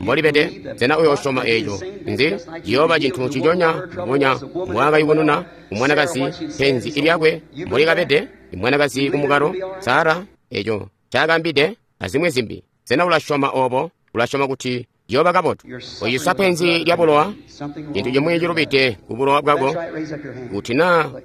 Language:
Tonga (Zambia)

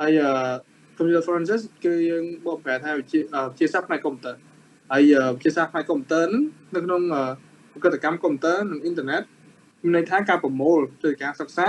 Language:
Khmer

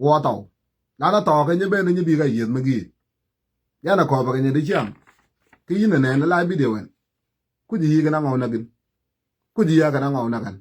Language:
Nuer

